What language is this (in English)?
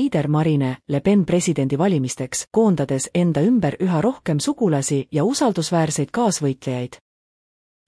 Estonian